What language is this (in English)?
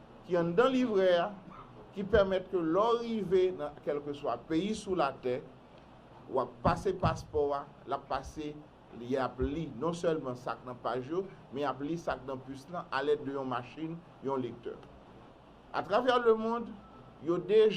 Haitian Creole